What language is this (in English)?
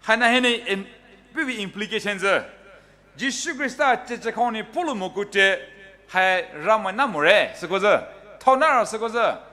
Poumei Naga